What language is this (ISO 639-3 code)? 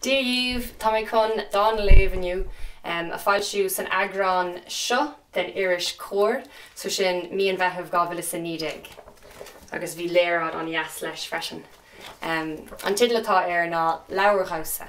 gle